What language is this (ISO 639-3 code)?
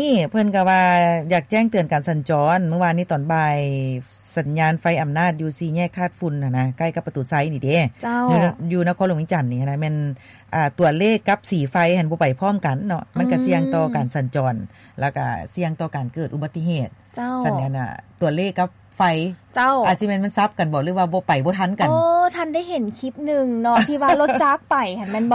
lao